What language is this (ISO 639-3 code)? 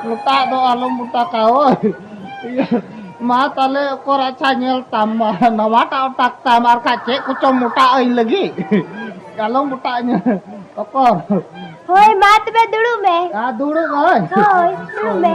sat